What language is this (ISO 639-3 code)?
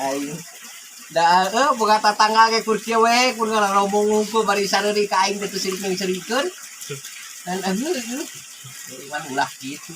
sun